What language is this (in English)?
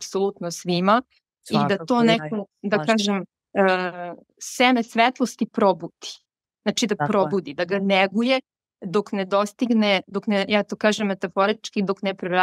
Serbian